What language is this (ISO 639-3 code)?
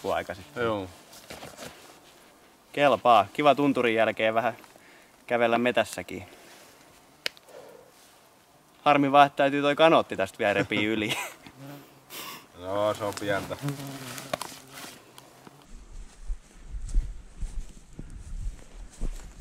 fin